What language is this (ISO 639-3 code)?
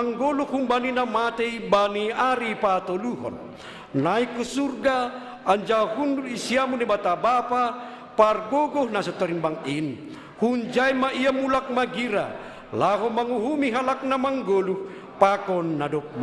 bts